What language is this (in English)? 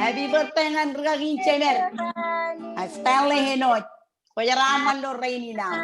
Marshallese